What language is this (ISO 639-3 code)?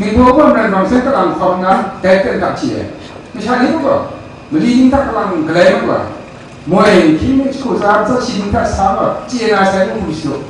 kac